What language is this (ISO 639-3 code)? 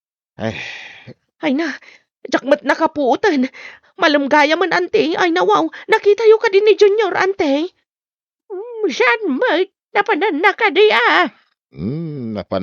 ilo